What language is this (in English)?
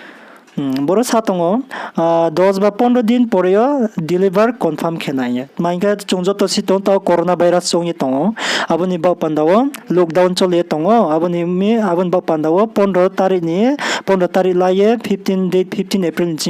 Riang (India)